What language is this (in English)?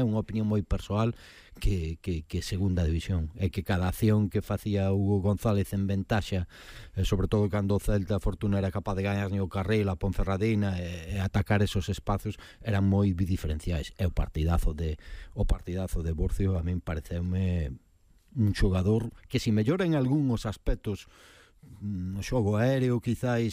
Galician